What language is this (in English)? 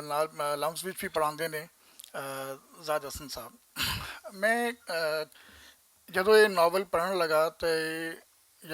Western Panjabi